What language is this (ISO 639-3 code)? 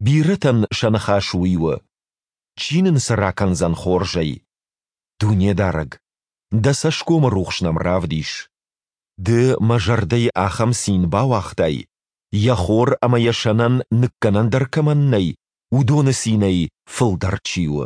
oss